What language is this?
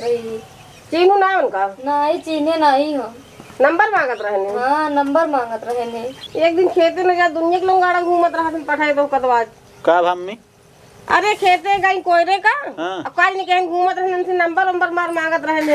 Awadhi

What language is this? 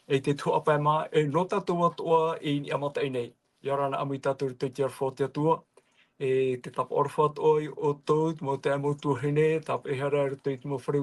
Tahitian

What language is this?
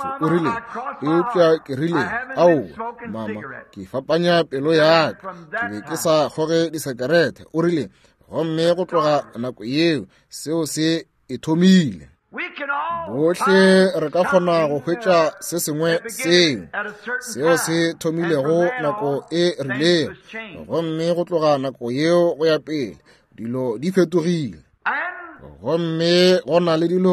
Northern Sotho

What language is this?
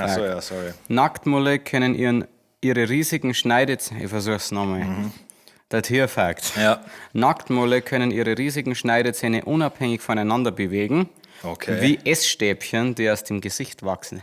Bavarian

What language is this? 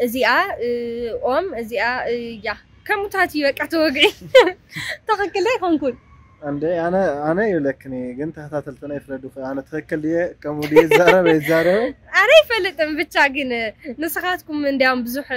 Tigrinya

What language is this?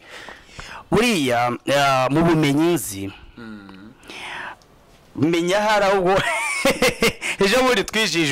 Kinyarwanda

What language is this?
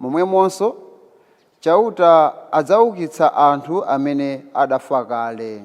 Nyanja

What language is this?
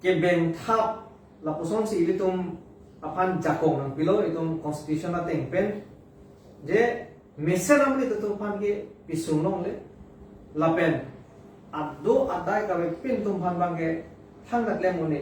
Karbi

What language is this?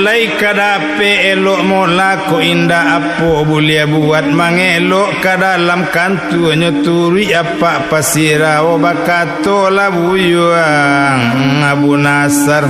Minangkabau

